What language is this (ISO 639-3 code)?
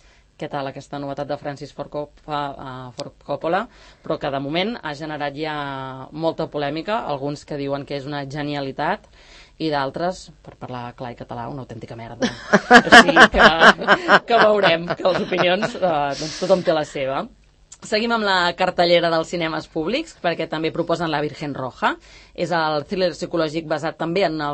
cat